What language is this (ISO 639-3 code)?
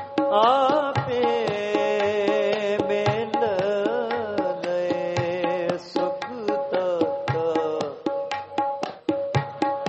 pan